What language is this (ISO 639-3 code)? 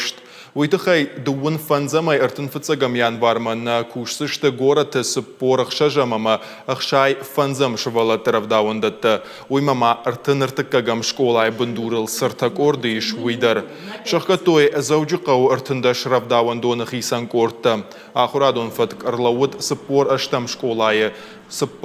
oss